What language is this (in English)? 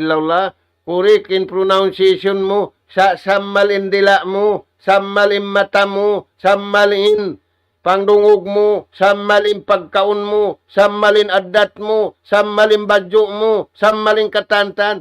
Tausug